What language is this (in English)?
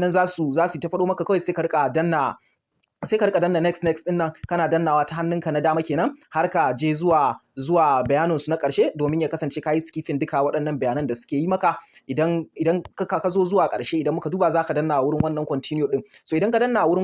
Hausa